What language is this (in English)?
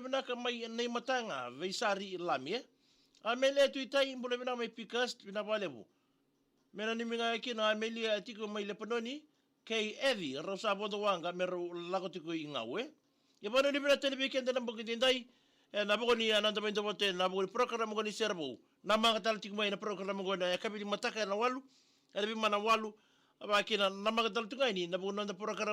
Fijian